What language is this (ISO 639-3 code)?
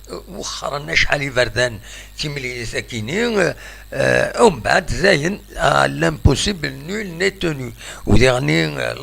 kab